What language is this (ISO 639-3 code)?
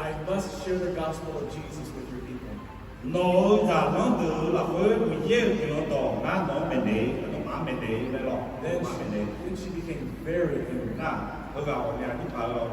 ahk